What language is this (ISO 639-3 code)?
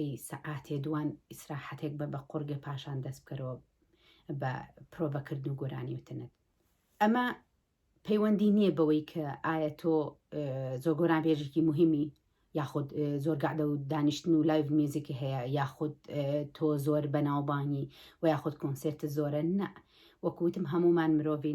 ckb